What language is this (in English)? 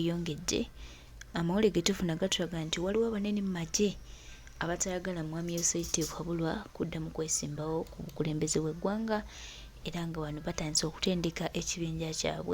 Ganda